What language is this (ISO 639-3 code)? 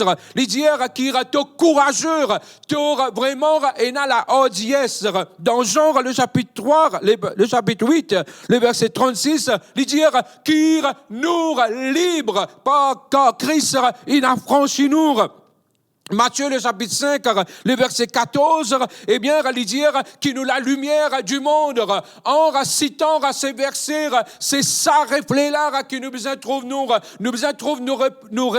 mfe